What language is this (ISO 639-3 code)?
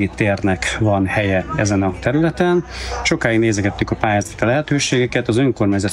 hun